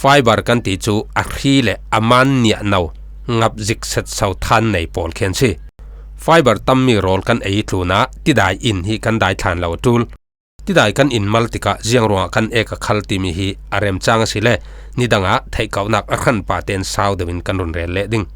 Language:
Falam Chin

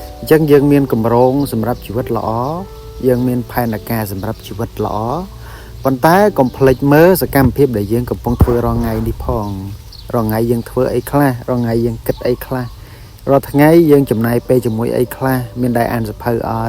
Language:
Khmer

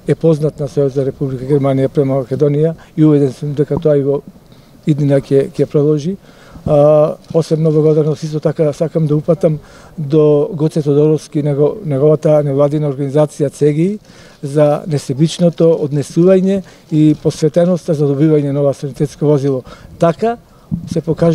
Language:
Macedonian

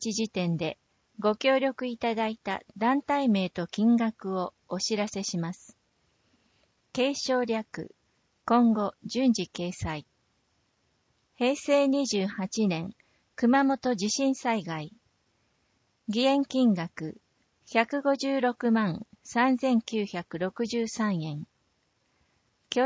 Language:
Japanese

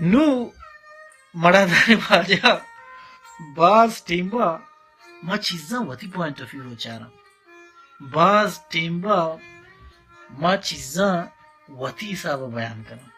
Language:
Baluchi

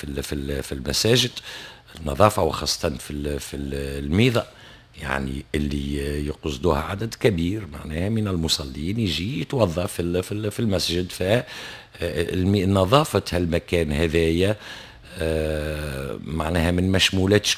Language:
Tunisian Arabic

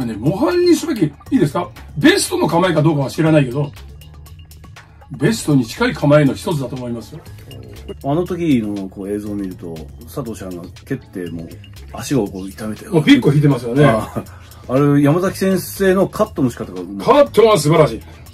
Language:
Japanese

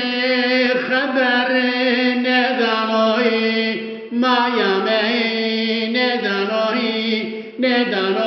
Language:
Zaza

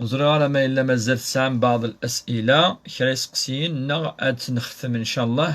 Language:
Kabyle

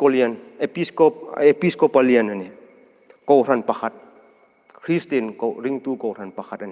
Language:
Hmar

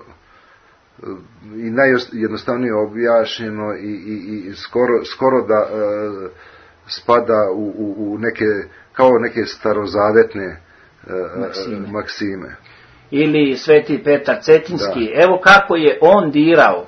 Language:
Serbian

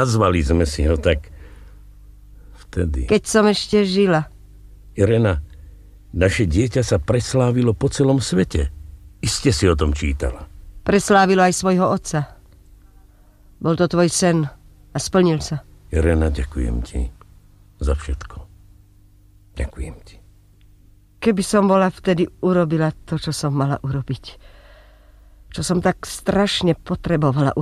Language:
Slovak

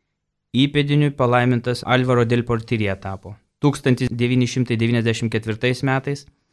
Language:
Lithuanian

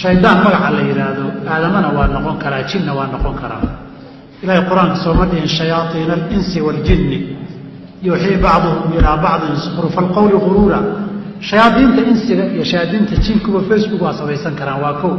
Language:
Somali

